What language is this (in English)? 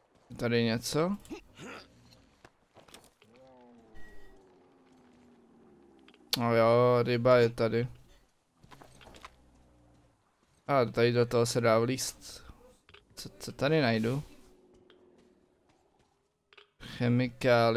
Czech